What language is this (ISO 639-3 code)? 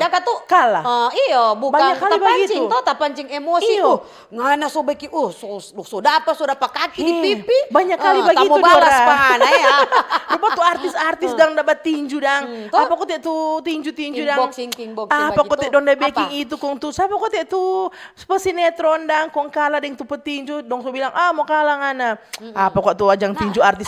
xmm